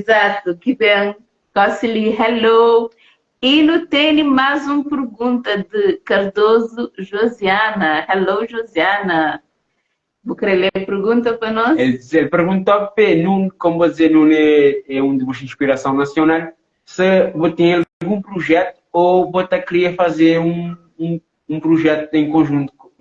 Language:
Kabuverdianu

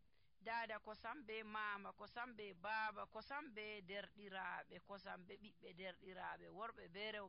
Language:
Nigerian Fulfulde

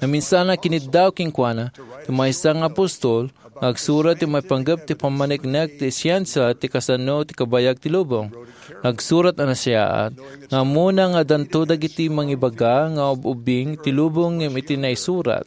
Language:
Iloko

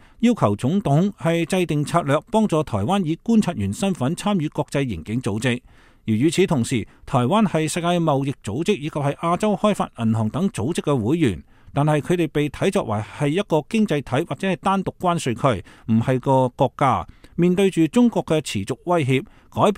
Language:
Cantonese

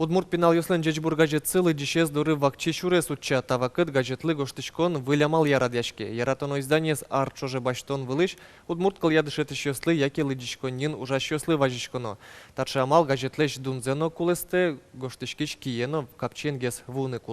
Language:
Udmurt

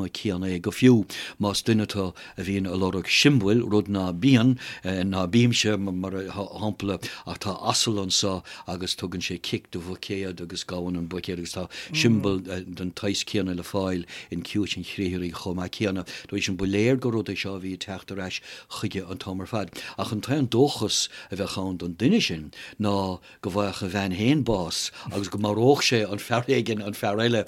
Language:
Irish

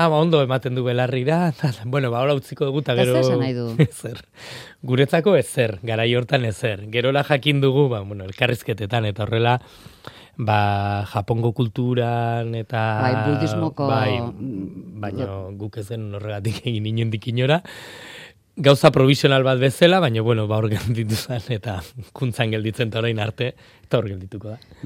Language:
Basque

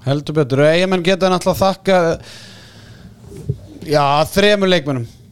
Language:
Icelandic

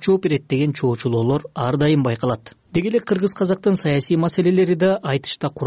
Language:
Kyrgyz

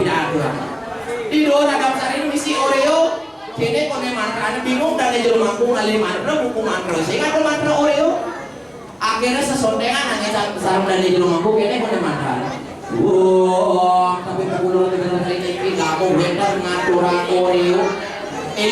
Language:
Balinese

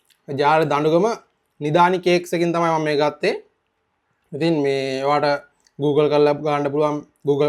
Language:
Sinhala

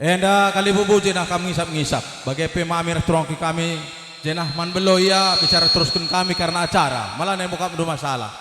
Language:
Batak Karo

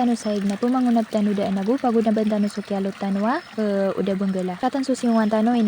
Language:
Maranao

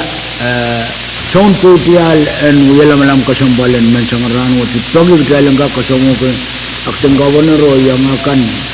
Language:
Pohnpeian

